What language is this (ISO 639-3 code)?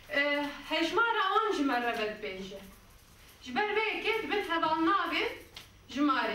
kur